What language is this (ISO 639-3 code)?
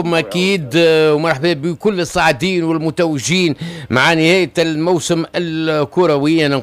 aeb